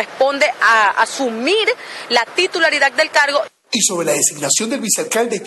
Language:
Spanish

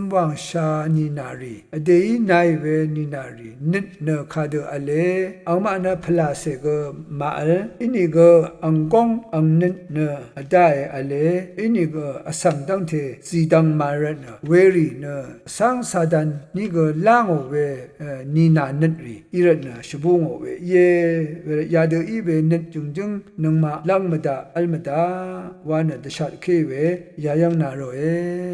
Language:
Rawang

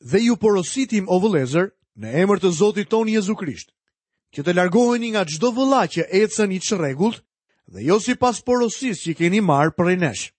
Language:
Albanian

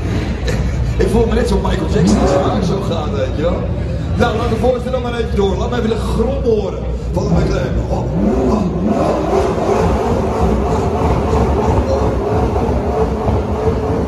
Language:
Dutch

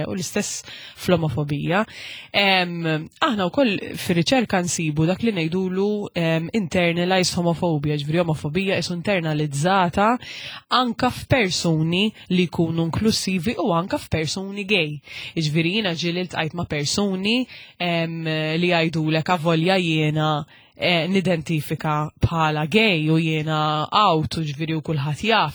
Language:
Maltese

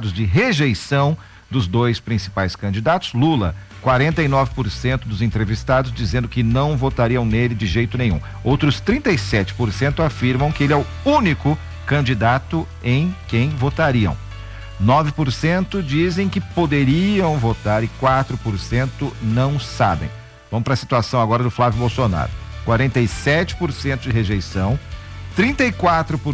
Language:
Portuguese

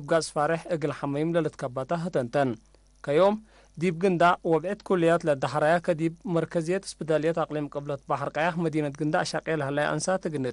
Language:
Tigre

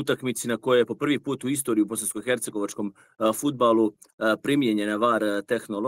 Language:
Bosnian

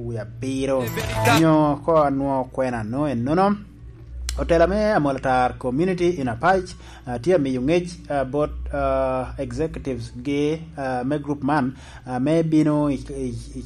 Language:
Lango (Uganda)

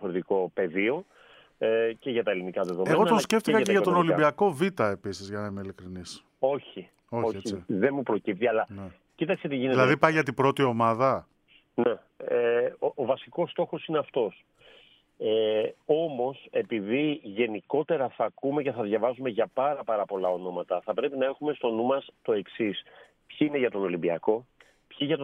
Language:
Greek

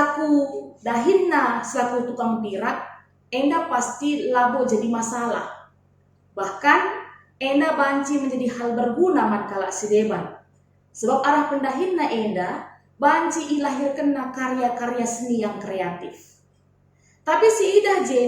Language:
Batak Karo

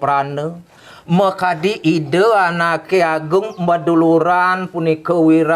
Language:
Balinese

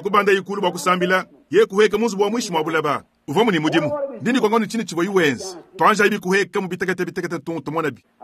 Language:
Luba-Lulua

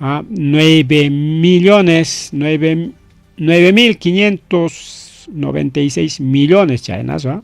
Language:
Ayacucho Quechua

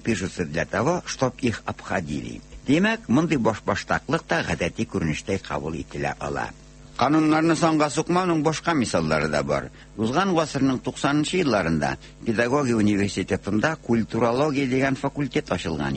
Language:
Tatar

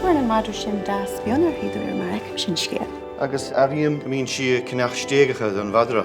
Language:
Irish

